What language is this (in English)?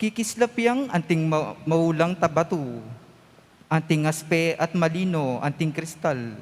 Pampanga